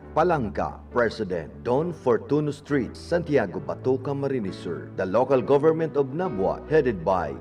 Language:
Bikol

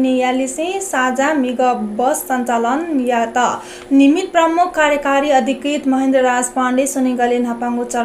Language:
Newari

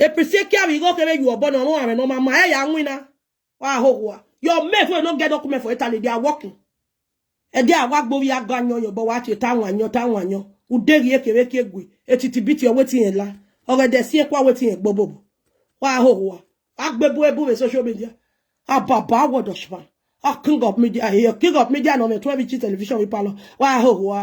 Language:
Nigerian Pidgin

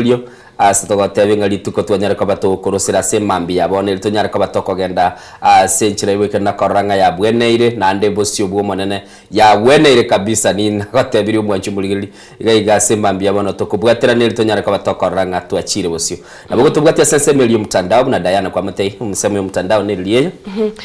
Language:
Gusii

